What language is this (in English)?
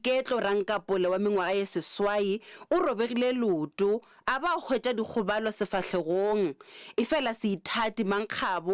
Northern Sotho